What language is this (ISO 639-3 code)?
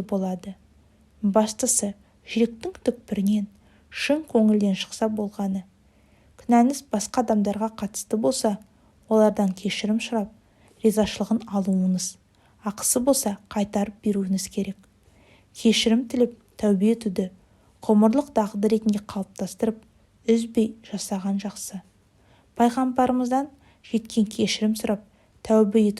kaz